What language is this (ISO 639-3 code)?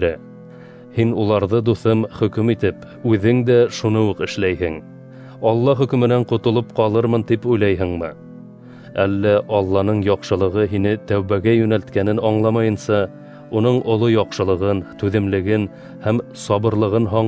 bak